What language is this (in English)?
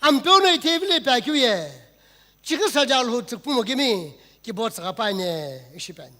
Sumi Naga